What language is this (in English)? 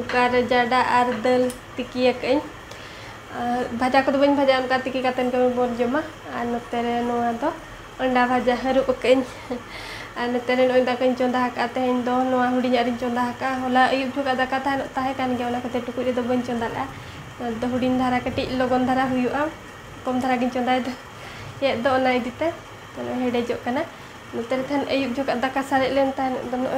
Santali